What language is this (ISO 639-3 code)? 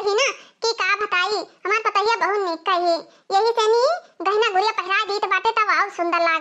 awa